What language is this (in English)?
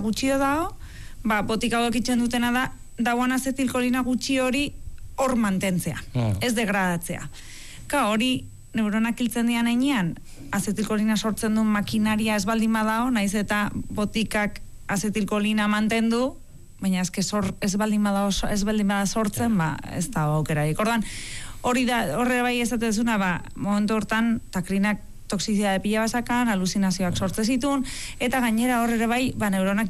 Basque